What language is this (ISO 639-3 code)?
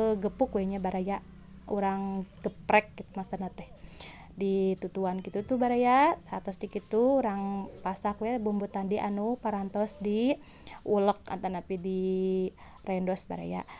sun